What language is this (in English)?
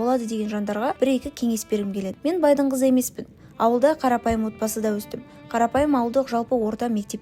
Kazakh